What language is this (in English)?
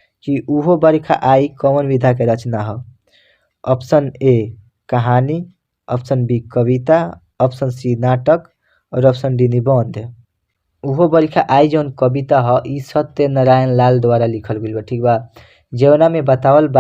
Bhojpuri